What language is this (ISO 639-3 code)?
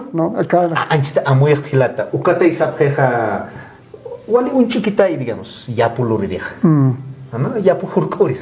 aym